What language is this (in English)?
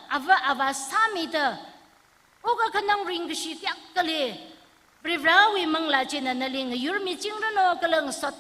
Tangkhul Naga (India)